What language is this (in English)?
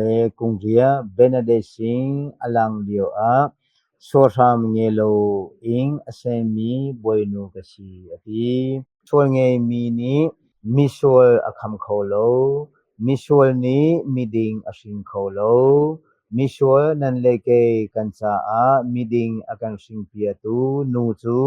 Hakha Chin